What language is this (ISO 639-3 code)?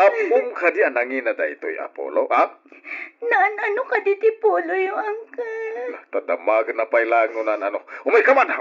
ilo